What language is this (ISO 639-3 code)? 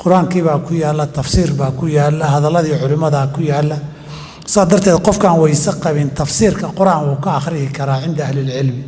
som